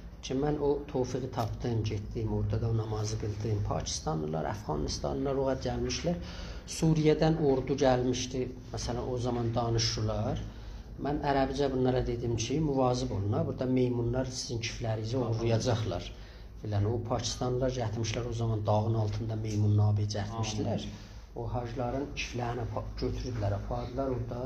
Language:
South Azerbaijani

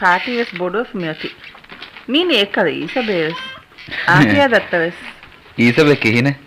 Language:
Divehi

